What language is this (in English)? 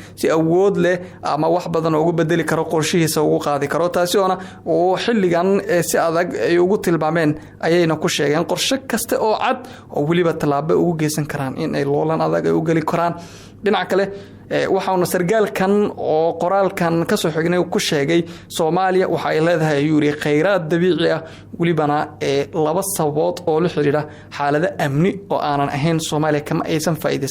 Somali